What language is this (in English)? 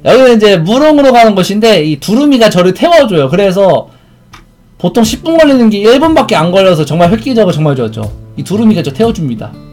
Korean